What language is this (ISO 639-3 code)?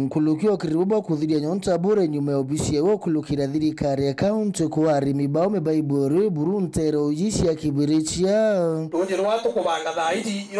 mer